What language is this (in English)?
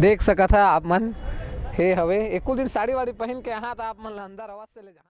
Chhattisgarhi